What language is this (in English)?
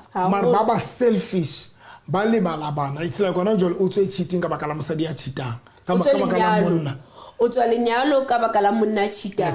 Southern Sotho